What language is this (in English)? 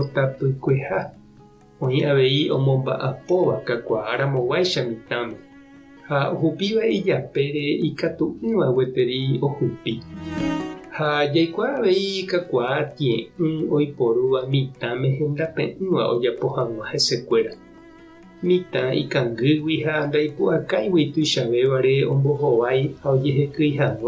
Guarani